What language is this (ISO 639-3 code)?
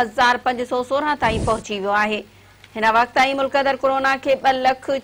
snd